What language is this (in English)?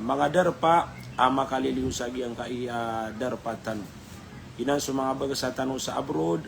Maranao